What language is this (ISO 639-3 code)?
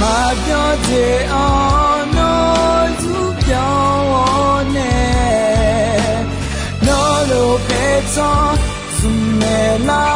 ahk